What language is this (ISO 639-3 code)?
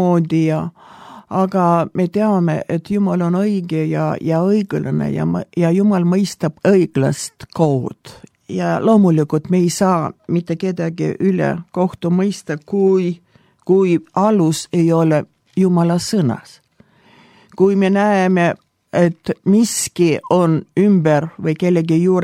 est